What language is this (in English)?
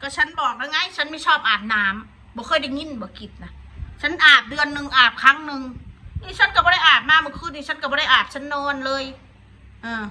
Northeastern Thai